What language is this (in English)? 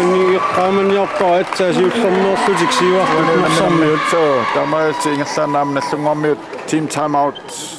Kalaallisut